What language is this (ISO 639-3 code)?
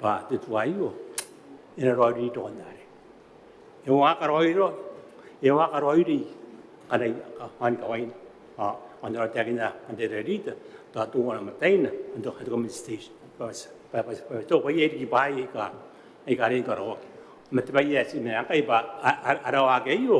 gil